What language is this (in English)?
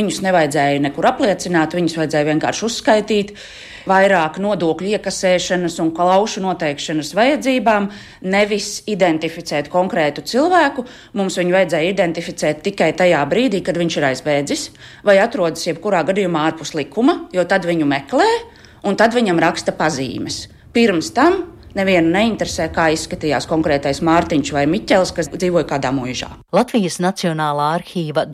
Latvian